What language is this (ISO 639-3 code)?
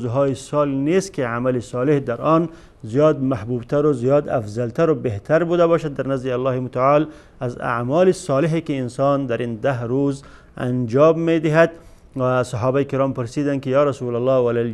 tgk